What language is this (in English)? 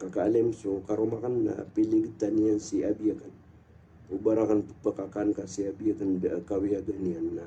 Maranao